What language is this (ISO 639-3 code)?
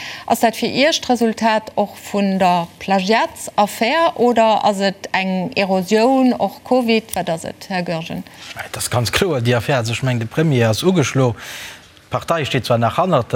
ltz